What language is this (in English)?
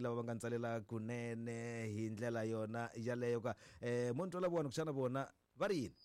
Tsonga